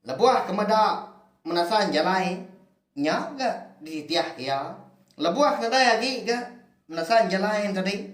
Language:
Iban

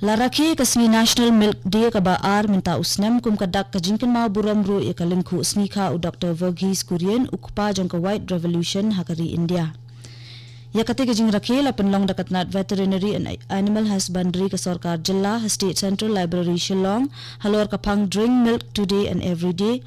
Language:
Khasi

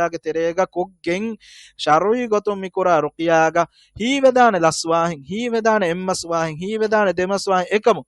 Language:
Divehi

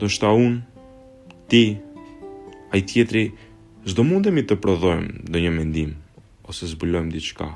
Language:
Albanian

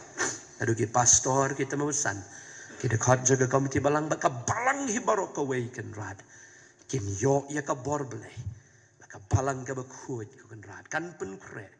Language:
Khasi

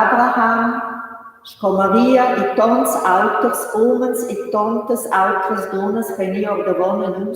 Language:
Romansh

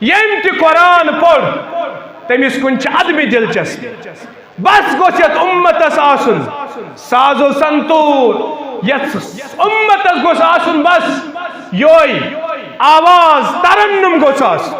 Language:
Kashmiri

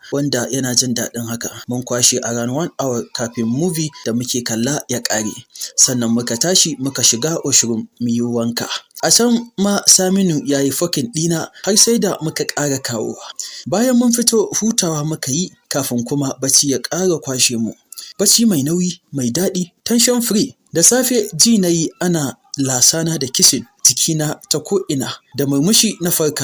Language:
Hausa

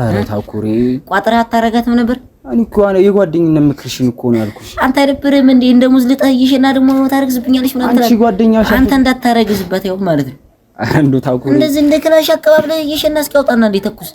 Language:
Amharic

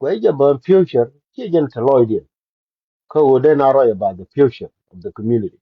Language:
Nuer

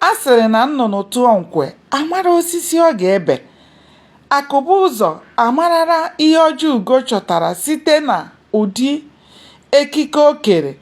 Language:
Igbo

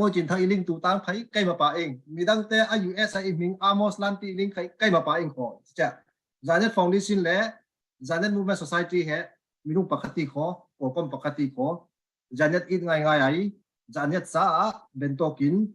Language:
Falam Chin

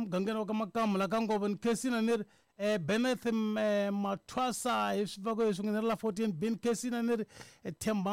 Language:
Tsonga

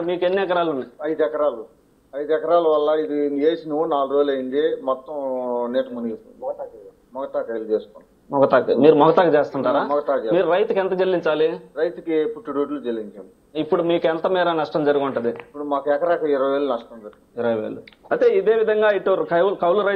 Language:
Telugu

